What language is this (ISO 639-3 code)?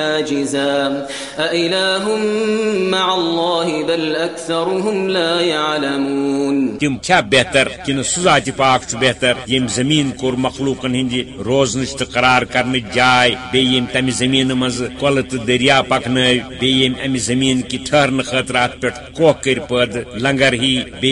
kas